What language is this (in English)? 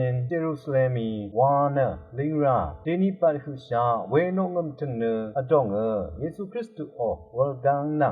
Rawang